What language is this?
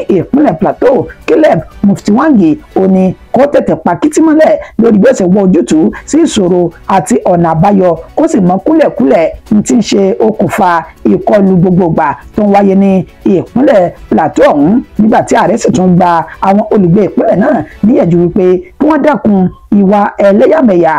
Yoruba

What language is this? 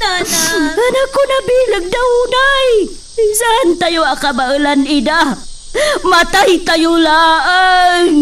Iloko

